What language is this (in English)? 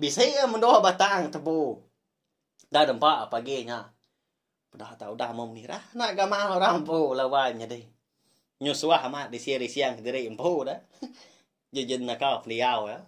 Iban